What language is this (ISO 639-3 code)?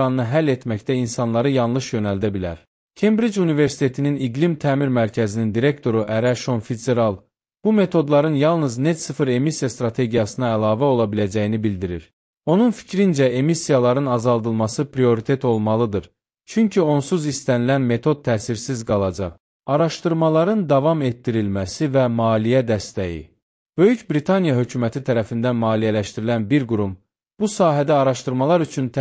aze